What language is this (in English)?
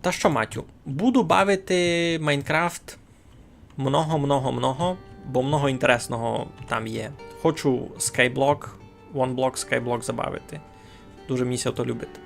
Rusyn